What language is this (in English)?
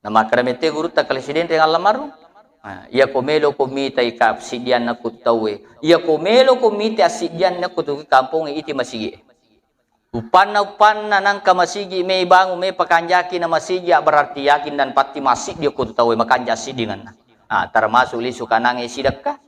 Buginese